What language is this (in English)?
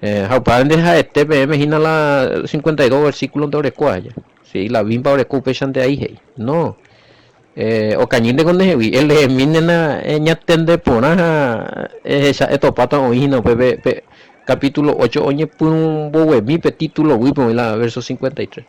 Guarani